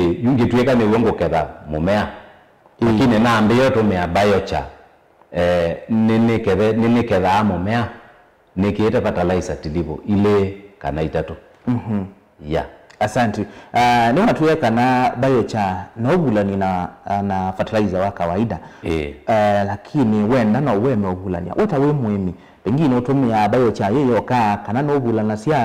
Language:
Kamba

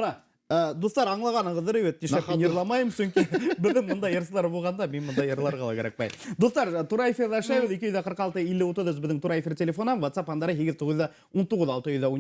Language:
Bashkir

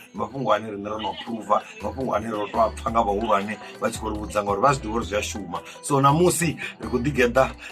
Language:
Venda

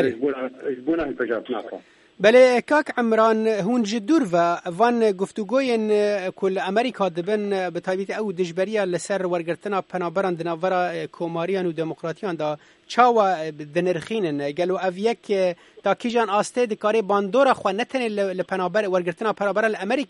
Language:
Kurdish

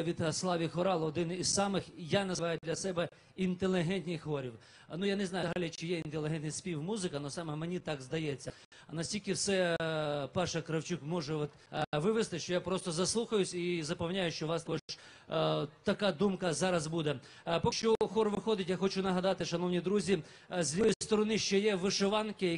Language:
Ukrainian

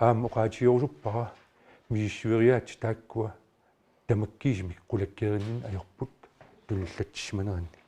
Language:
Kalaallisut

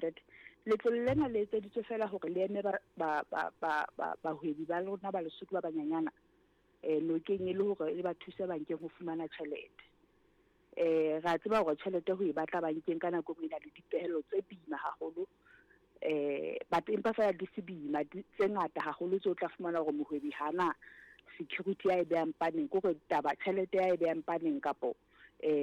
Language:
Southern Sotho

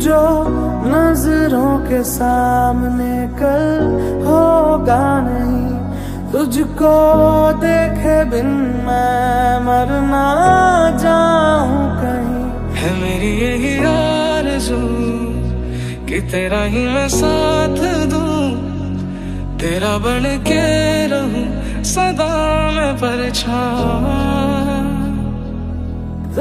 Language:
Hindi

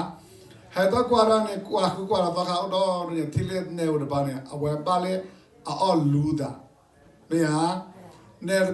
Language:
S'gaw Karen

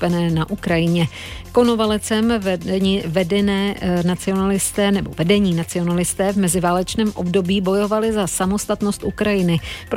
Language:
Czech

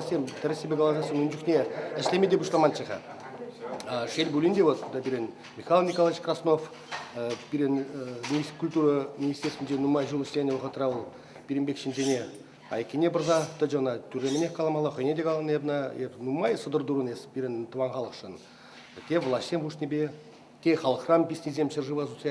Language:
Chuvash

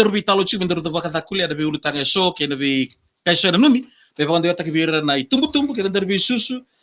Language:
Fijian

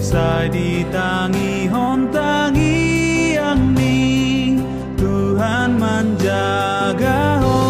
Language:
Batak Toba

